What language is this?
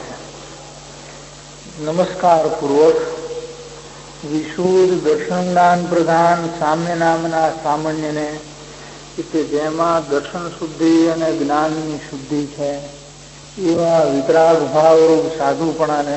Gujarati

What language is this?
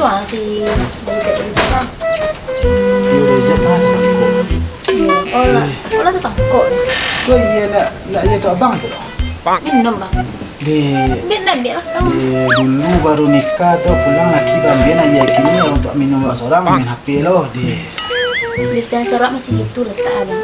Minangkabau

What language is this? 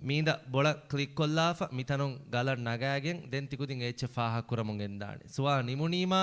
Divehi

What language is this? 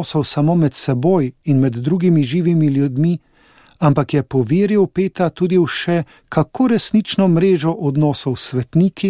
Slovenian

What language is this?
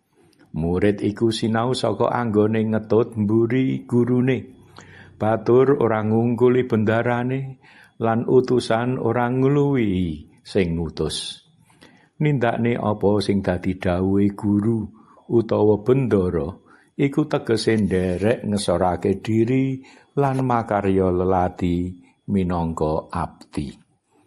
Javanese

